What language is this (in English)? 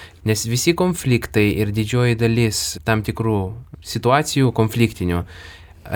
Lithuanian